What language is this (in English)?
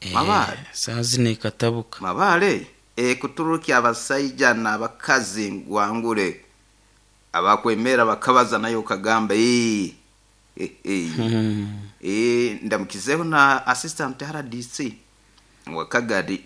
Nyoro